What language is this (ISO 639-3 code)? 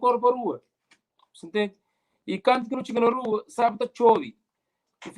kea